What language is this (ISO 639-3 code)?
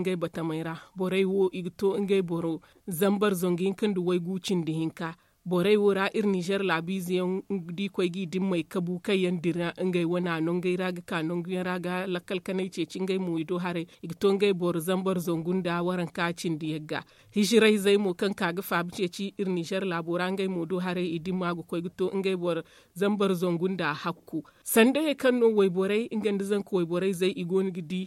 dje